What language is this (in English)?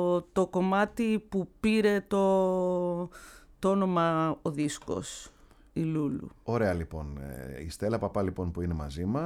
Greek